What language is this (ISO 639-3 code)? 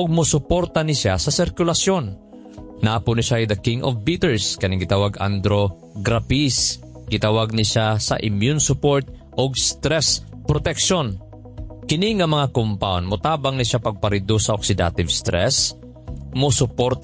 ceb